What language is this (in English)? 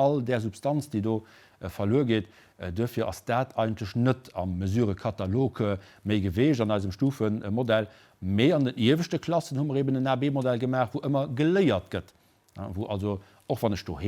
Luxembourgish